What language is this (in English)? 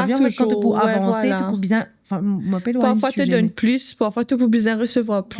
Morisyen